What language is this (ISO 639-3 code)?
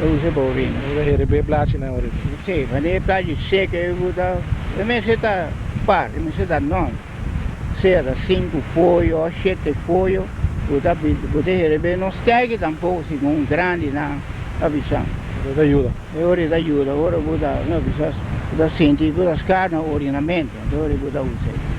pap